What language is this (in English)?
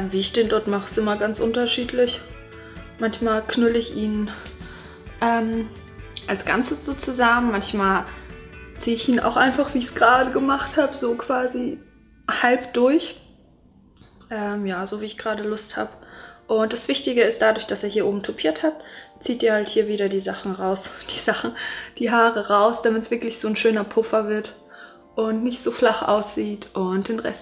German